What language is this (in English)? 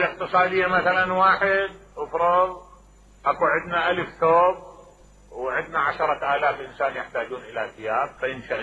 Mesopotamian Arabic